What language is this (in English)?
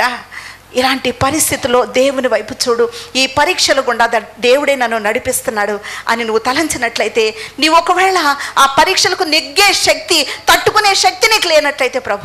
Telugu